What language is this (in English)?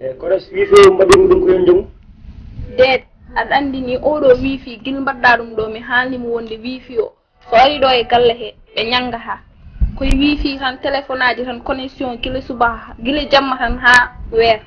Fula